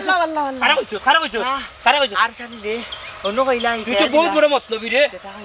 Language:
Sylheti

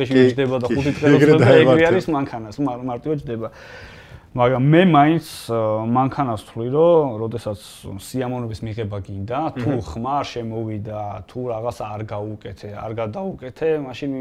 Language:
Georgian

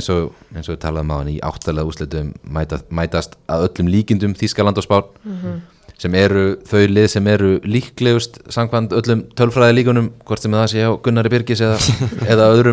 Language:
Icelandic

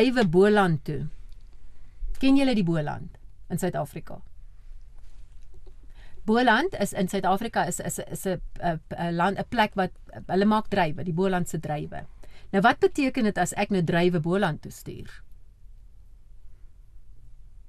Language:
Afrikaans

